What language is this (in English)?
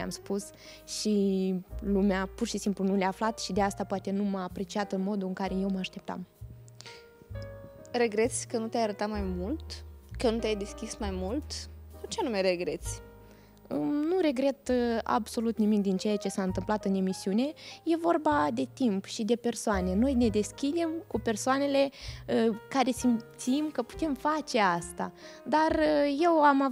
Romanian